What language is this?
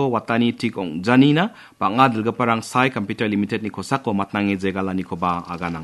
Garo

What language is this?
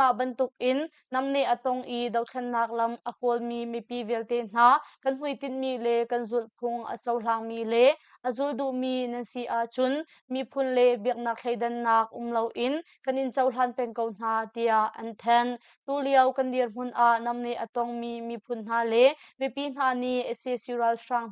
Hakha Chin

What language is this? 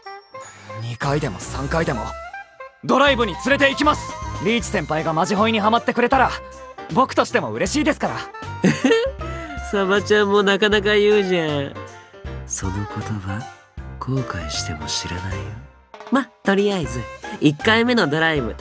Japanese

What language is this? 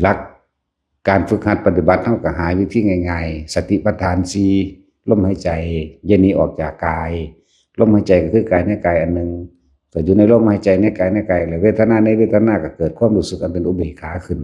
Lao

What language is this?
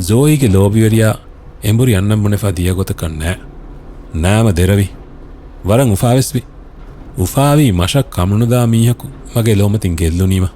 Divehi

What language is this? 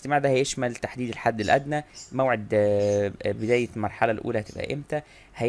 Egyptian Arabic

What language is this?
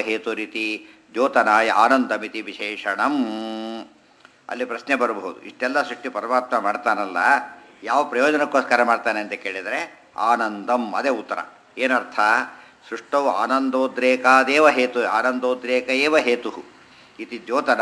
Kannada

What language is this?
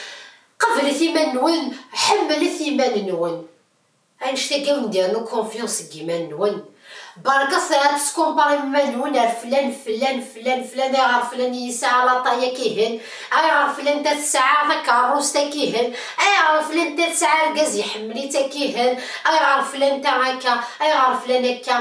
Kabyle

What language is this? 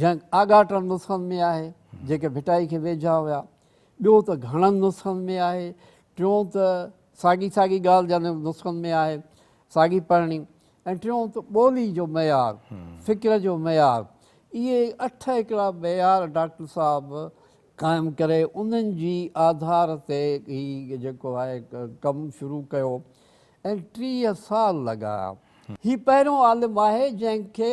Sindhi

